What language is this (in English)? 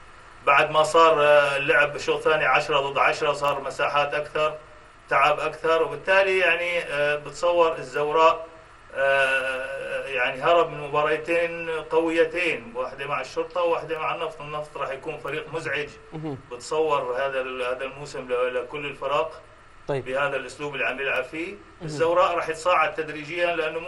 Mesopotamian Arabic